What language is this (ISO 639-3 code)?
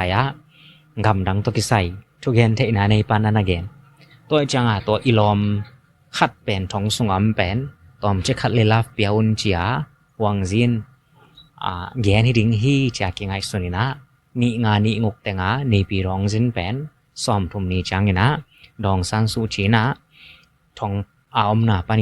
ctd